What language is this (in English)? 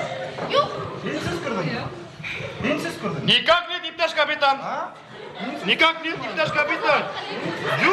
Bashkir